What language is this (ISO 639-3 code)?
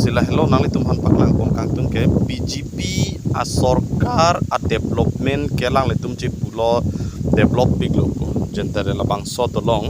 mjw